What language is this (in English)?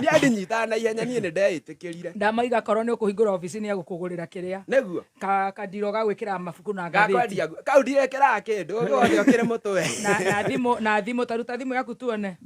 Kikuyu